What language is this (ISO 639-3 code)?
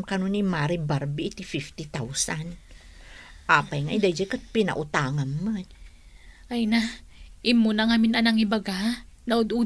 ilo